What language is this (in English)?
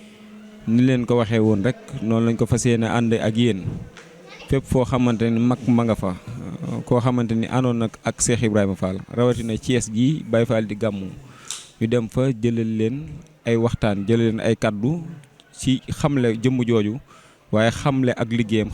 Wolof